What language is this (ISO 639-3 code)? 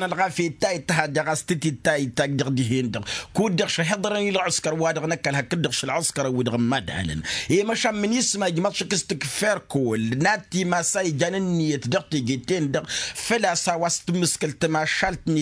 taq